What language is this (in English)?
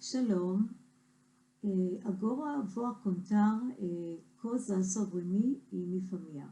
Ladino